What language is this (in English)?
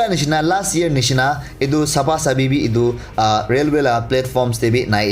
Naga Pidgin